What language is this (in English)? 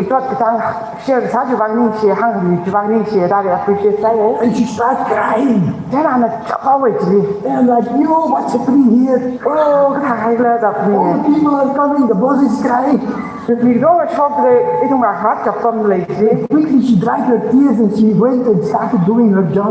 Tangkhul Naga (India)